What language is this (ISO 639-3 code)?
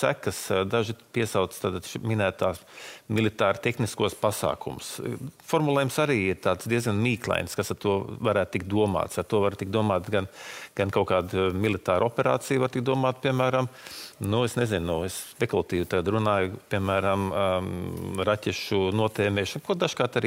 lav